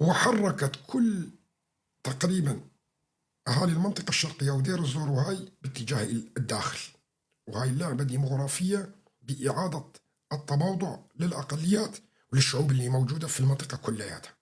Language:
North Levantine Arabic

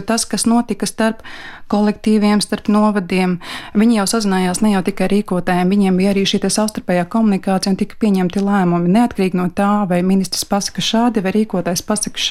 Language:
Latvian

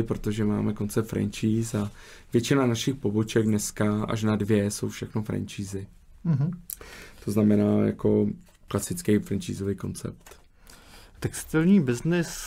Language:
Czech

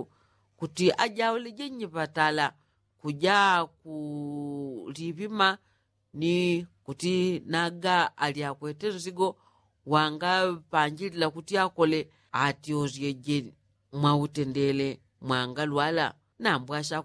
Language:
Yao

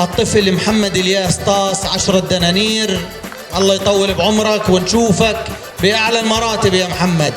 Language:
North Levantine Arabic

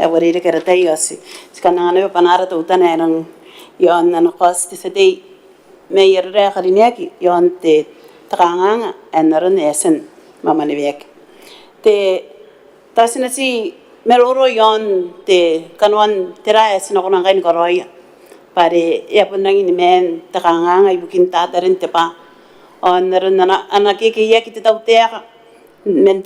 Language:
Gilbertese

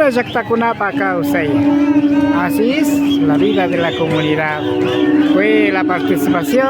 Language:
Imbabura Highland Quichua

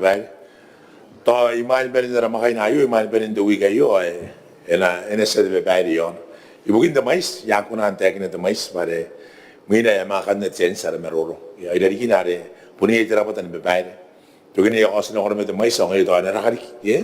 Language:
Gilbertese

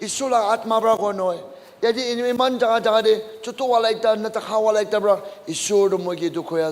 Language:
Naga Pidgin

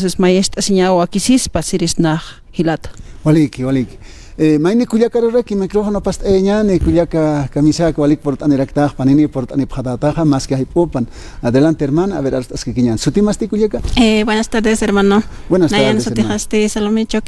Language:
Aymara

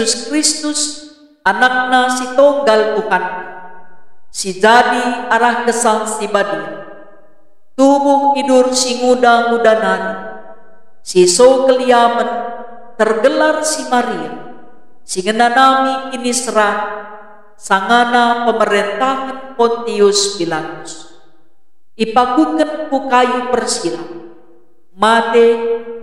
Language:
Batak Karo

